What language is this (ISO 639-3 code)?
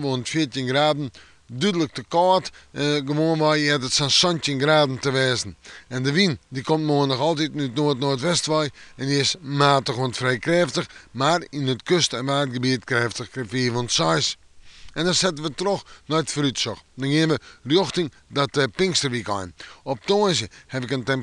fry